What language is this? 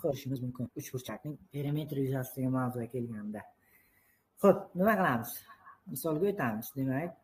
Uzbek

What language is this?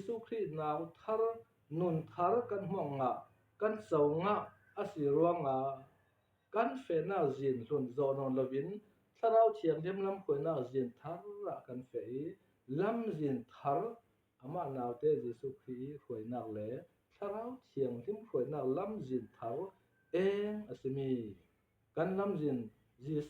Falam Chin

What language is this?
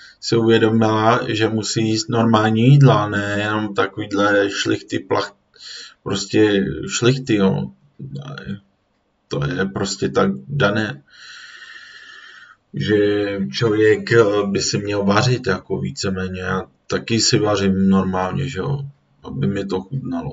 Czech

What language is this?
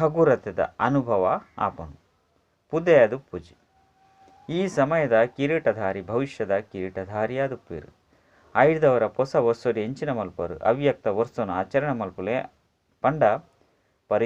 Tulu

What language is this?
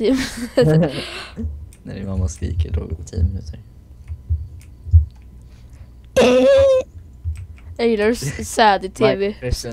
Swedish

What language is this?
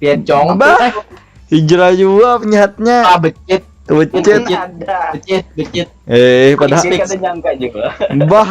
Banjar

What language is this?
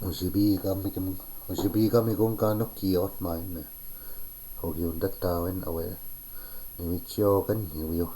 Chippewa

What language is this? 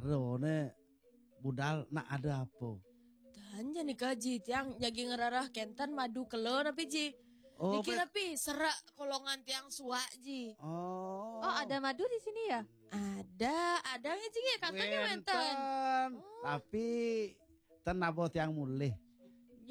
Balinese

